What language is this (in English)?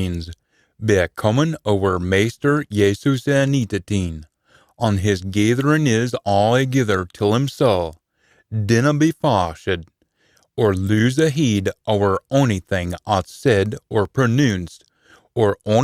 Scots